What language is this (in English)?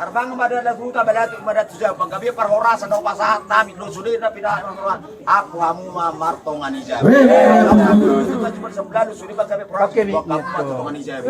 Batak Toba